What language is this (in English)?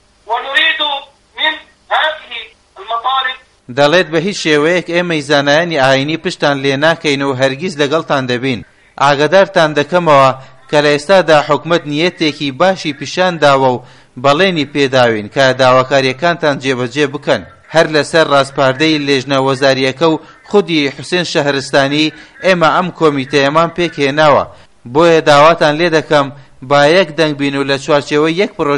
Central Kurdish